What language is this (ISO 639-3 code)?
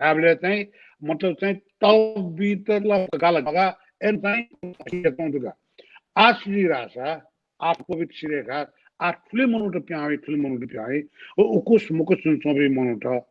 new